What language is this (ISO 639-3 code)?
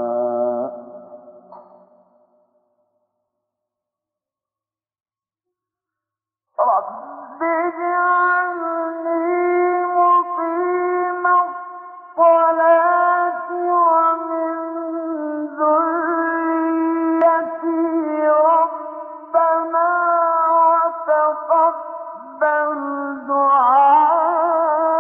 ara